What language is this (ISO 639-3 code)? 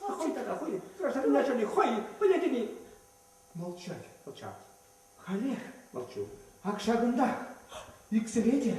chv